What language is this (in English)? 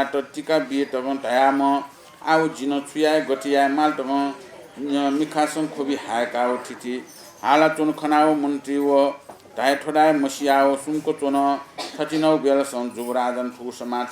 Newari